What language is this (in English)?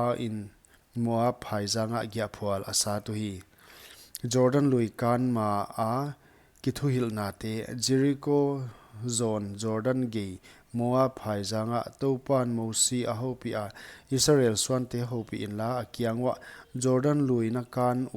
Paite Chin